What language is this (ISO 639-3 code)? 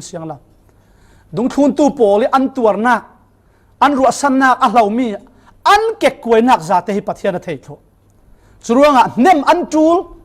cfm